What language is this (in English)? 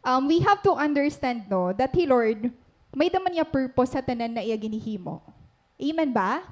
Waray